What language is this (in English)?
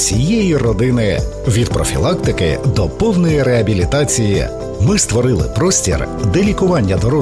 Ukrainian